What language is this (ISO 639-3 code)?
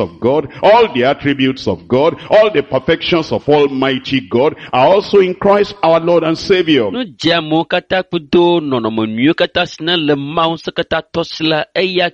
ewe